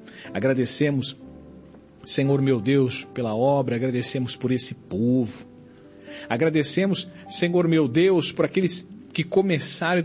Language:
Portuguese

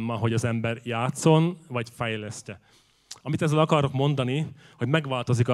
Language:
Hungarian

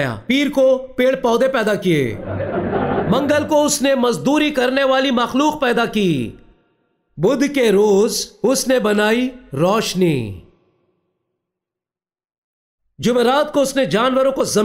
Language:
Urdu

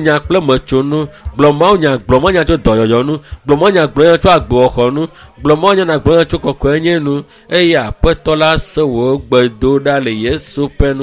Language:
Ewe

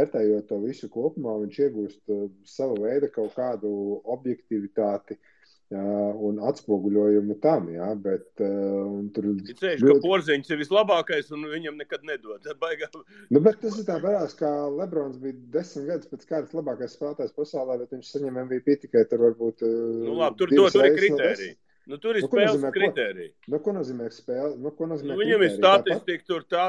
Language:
Latvian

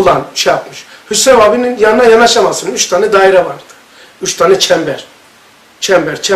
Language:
Turkish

